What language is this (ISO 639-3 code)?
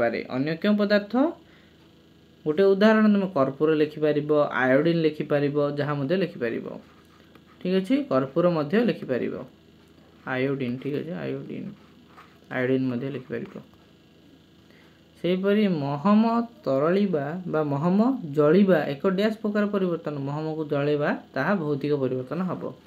ori